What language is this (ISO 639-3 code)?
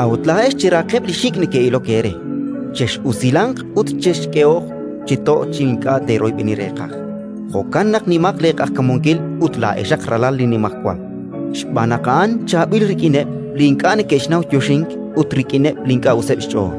kek